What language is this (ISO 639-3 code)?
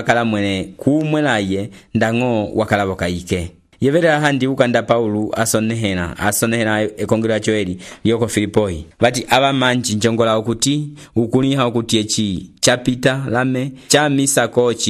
umb